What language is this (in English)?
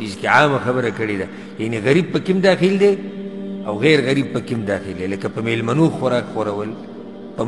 Pashto